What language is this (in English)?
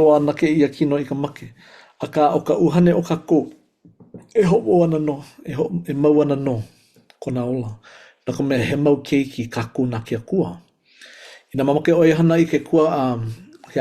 Hawaiian